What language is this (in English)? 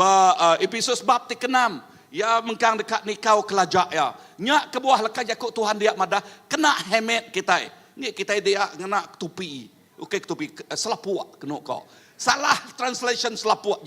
Iban